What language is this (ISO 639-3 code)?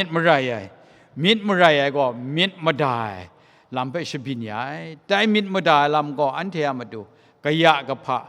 kac